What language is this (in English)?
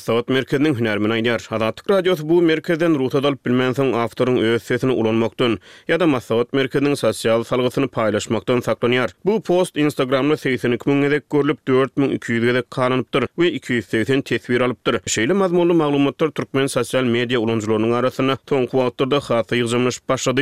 Turkmen